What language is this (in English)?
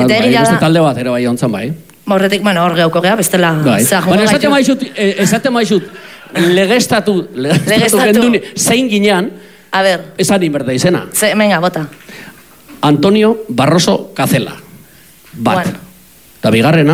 Basque